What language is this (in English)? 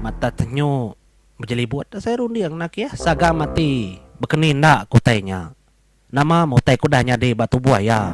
Iban